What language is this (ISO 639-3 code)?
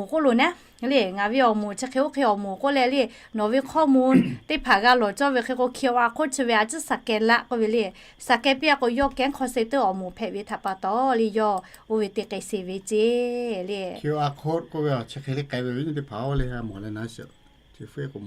lhu